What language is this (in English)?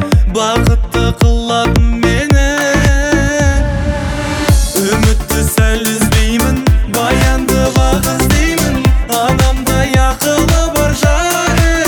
Kazakh